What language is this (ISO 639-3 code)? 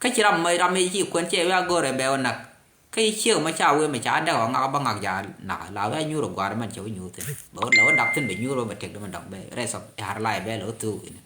nus